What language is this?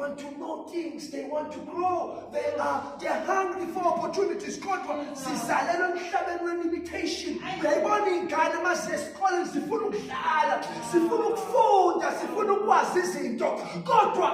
Zulu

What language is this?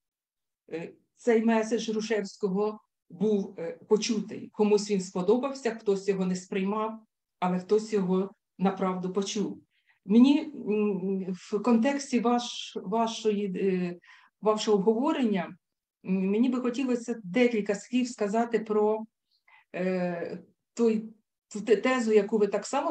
Ukrainian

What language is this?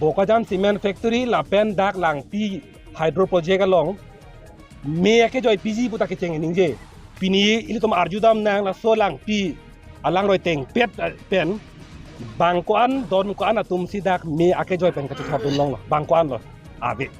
Karbi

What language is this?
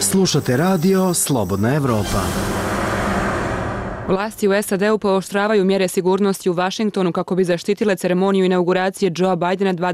Bosnian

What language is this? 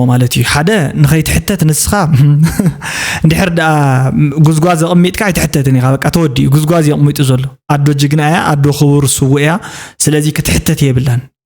Tigrinya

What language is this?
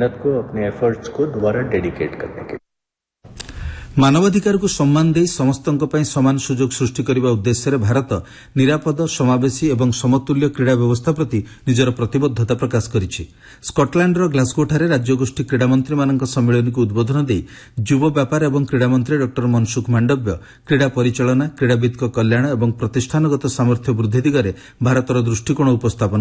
Odia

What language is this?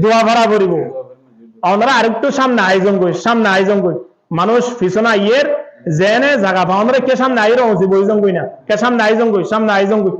Rohingya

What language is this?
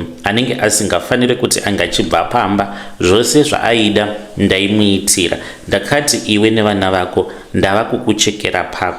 Shona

